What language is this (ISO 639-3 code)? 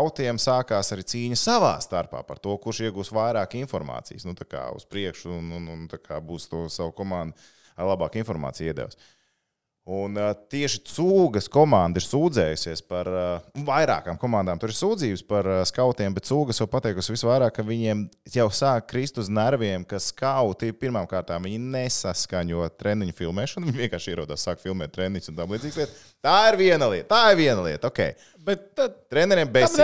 lav